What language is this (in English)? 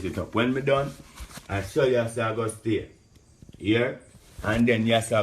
Jamaican Creole English